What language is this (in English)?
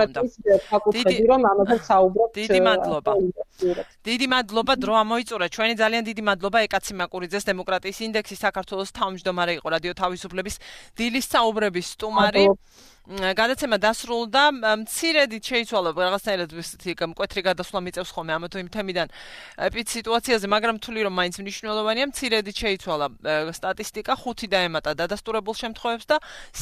Georgian